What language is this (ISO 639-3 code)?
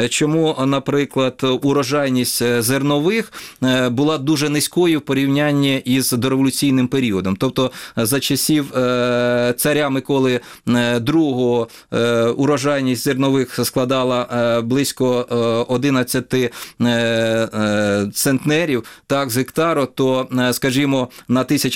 ukr